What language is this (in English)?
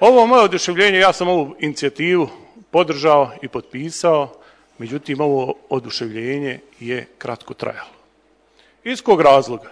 Serbian